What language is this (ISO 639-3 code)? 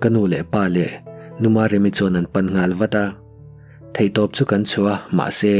lus